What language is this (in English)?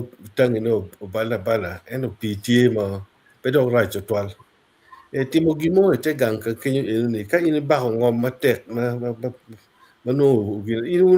Acoli